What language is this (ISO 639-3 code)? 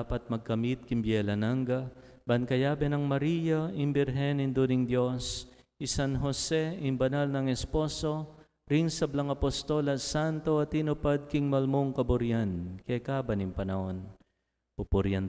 pam